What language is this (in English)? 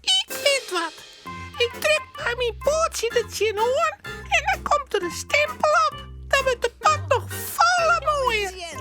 Western Frisian